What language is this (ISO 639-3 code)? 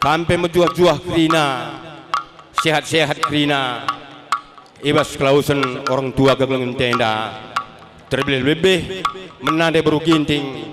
btx